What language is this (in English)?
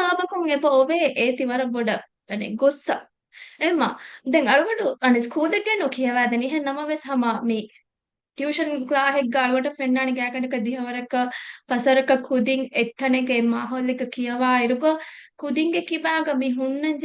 Divehi